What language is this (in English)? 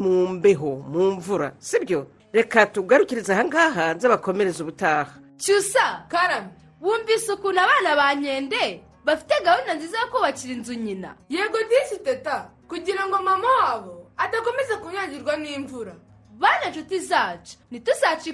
Kinyarwanda